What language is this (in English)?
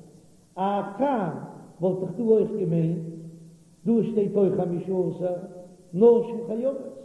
Yiddish